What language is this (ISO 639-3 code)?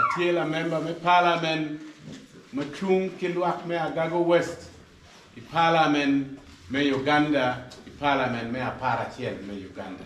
ach